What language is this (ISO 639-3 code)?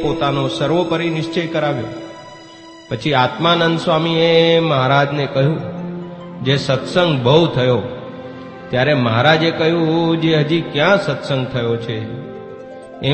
guj